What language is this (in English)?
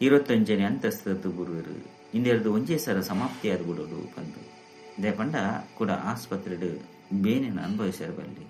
Tulu